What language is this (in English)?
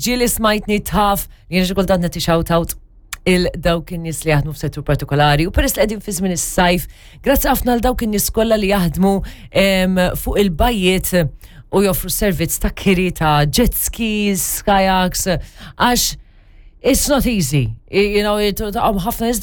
Maltese